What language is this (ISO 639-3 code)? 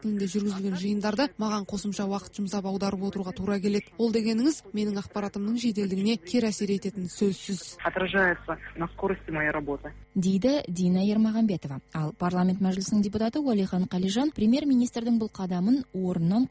kaz